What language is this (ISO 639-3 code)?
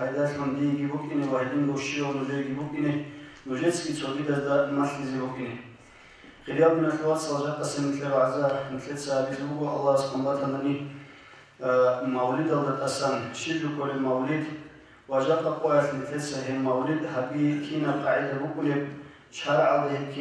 ava